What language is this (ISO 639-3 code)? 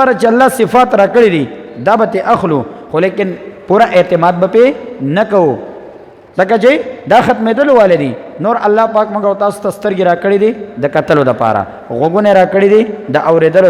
pus